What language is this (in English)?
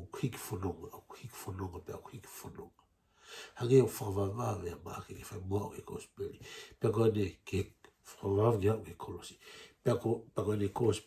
Tongan